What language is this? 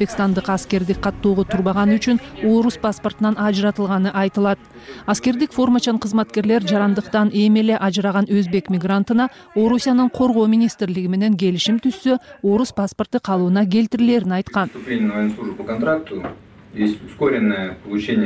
Kyrgyz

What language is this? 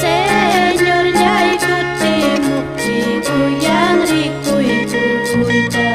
Ayacucho Quechua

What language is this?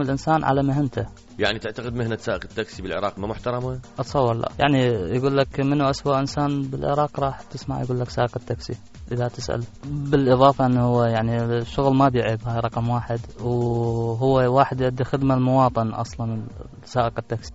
Mesopotamian Arabic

